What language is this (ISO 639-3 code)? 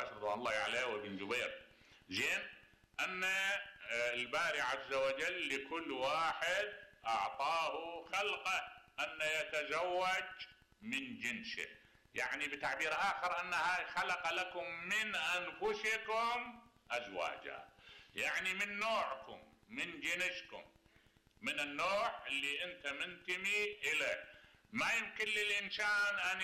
acm